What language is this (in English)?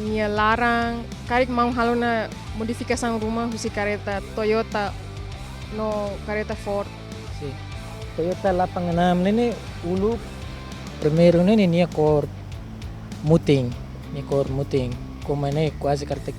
Tetum